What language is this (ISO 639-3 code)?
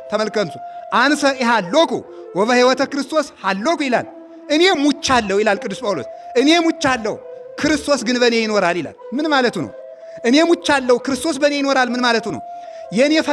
amh